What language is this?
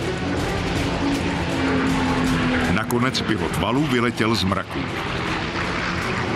Czech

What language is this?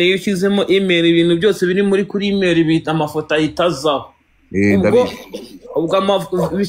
Kinyarwanda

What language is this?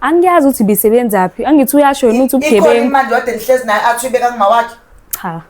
Zulu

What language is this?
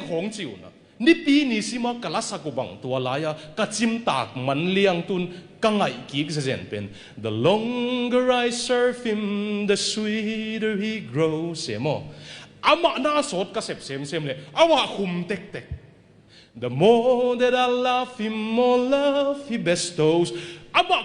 Tedim Chin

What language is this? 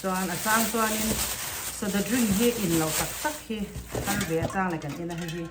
Mizo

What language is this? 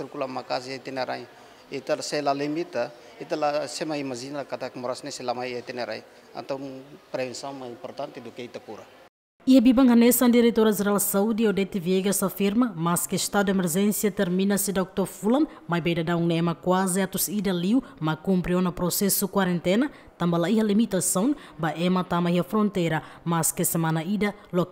Tetum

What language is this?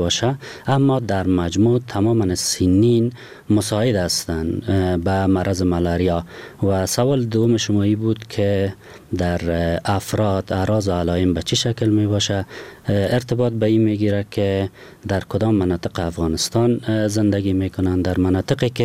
Persian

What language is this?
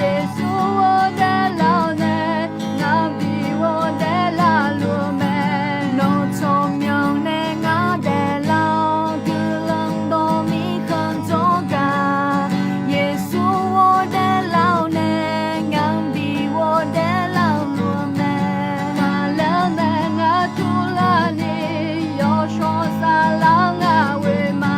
Akha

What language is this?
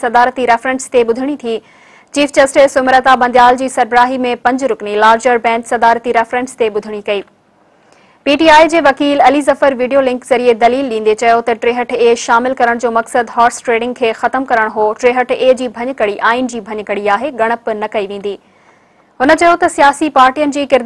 Sindhi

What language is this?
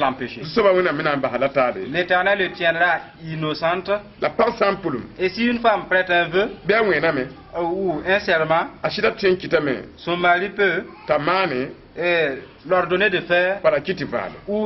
Mossi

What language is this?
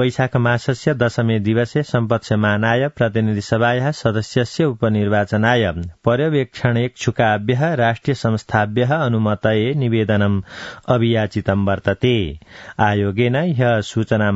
Sanskrit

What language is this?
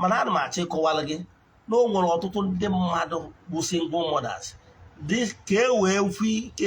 Igbo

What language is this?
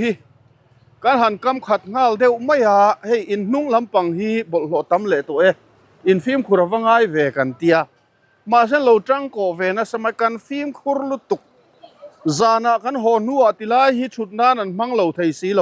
Mizo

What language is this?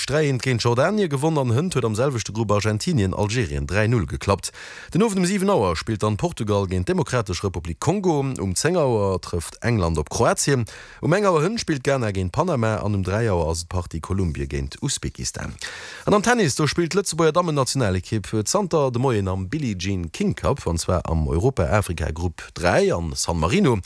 Luxembourgish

